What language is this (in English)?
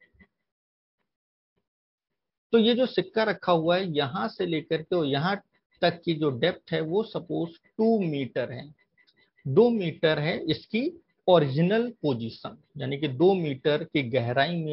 Hindi